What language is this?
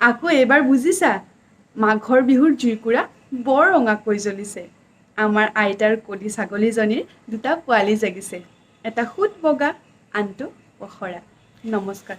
Assamese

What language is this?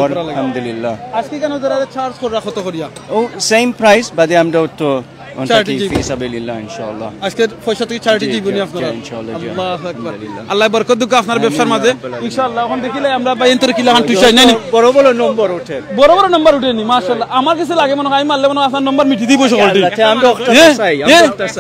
Sylheti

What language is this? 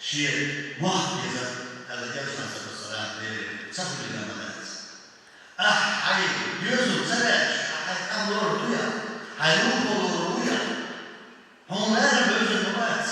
Chechen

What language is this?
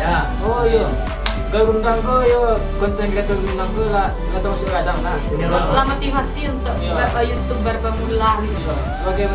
Minangkabau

